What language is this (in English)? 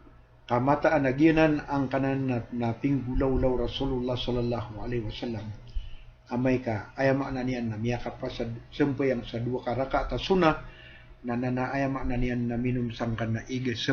Maranao